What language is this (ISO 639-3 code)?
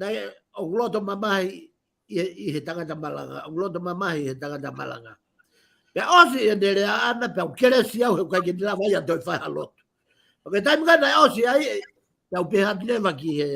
ton